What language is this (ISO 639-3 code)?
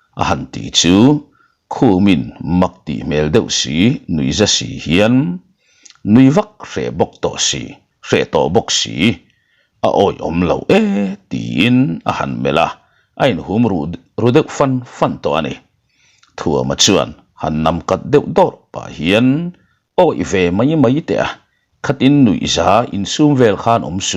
lus